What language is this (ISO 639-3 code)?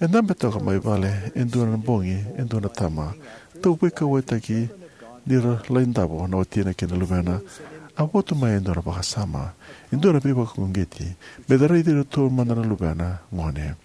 fij